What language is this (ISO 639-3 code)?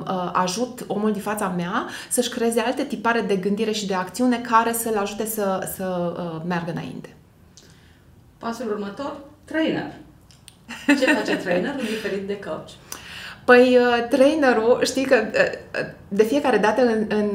ron